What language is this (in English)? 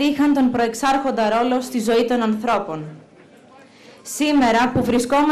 Greek